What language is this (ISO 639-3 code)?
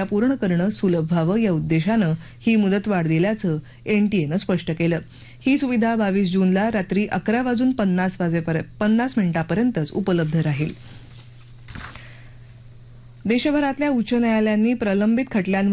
mar